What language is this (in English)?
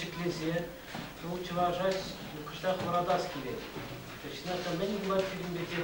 Chuvash